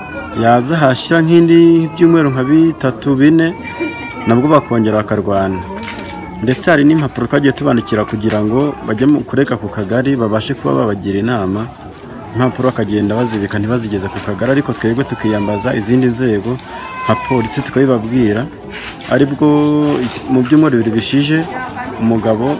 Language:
Kinyarwanda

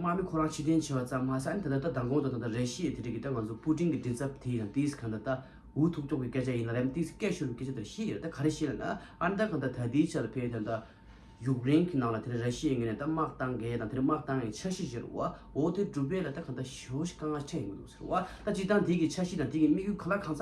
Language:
Tibetan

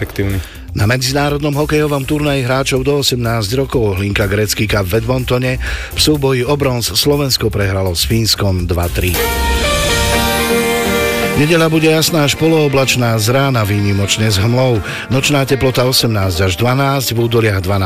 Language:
Slovak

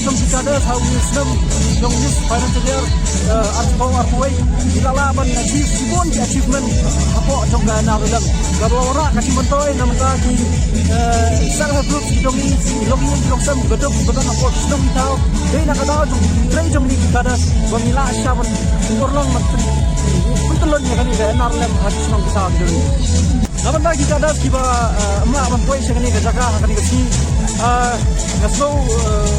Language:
Khasi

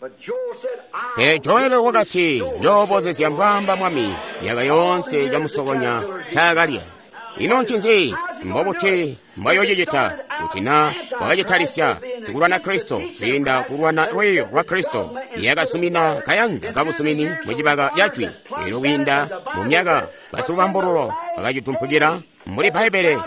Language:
Tonga (Zambia)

